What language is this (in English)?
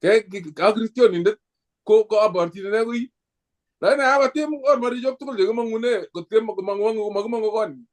Kalenjin